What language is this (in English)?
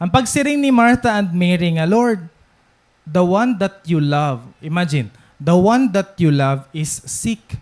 Waray